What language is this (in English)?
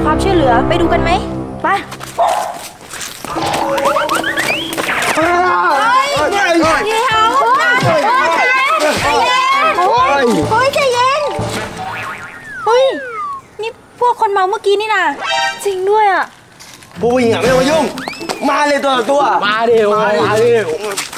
Thai